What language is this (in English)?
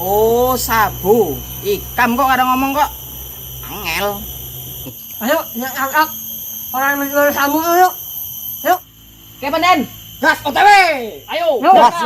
Banjar